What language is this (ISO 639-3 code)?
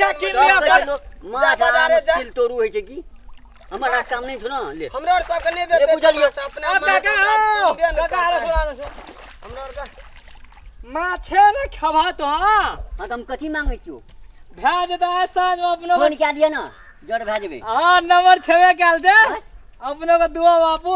mai